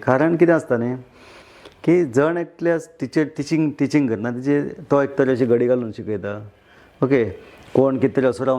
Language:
Konkani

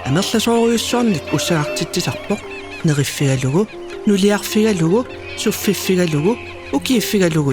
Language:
Kalaallisut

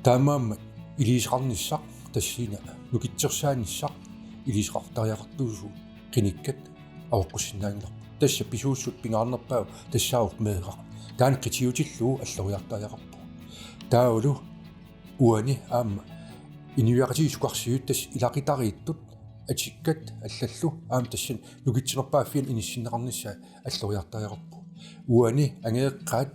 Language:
Kalaallisut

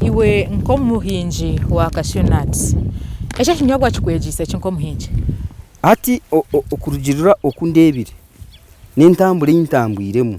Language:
Nyankole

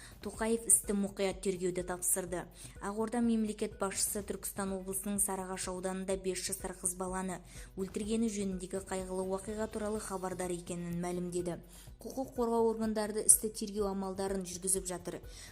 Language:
Kazakh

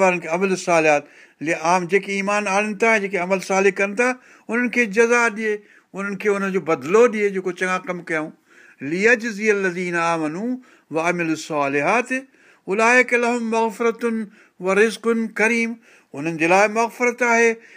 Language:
Sindhi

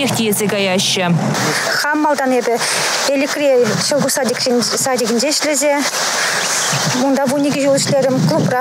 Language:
Chuvash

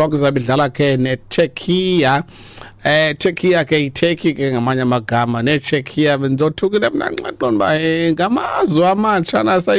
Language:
Xhosa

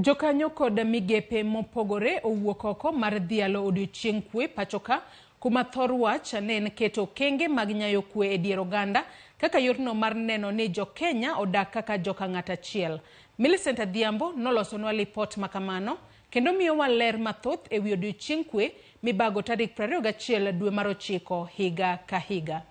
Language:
Luo (Kenya and Tanzania)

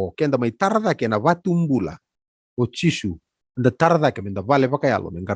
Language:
Fijian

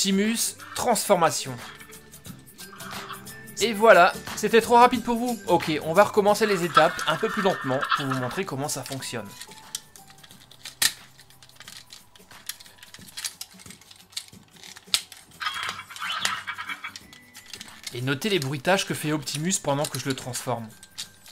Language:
French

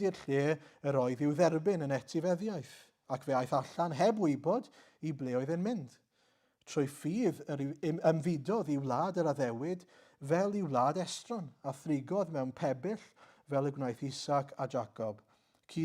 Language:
Welsh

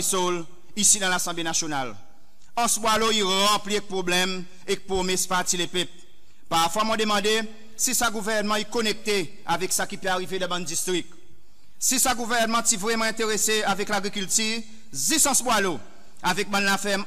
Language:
Seselwa Creole French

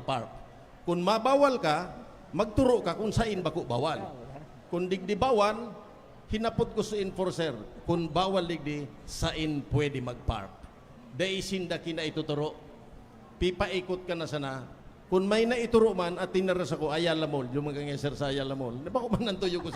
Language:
Bikol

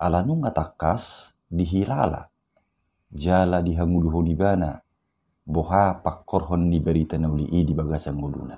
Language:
Batak Toba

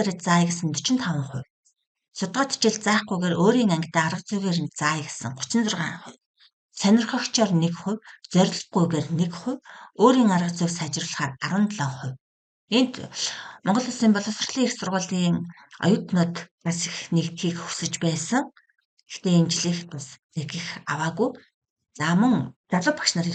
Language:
Mongolian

